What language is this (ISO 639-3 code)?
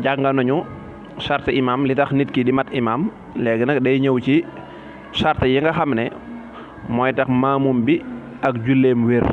wol